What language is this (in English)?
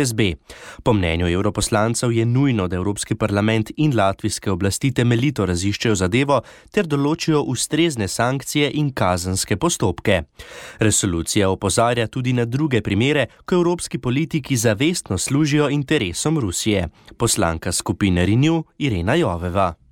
Slovenian